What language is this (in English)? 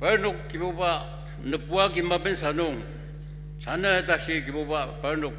Ao Naga